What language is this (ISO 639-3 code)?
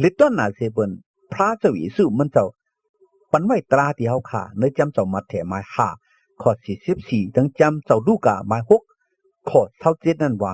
shn